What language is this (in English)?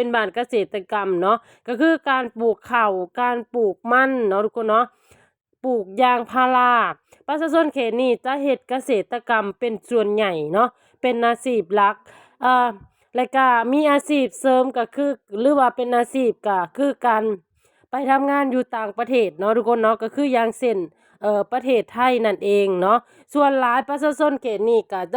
Lao